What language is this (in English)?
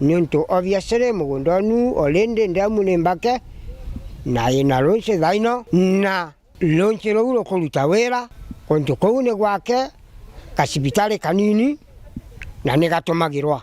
Meru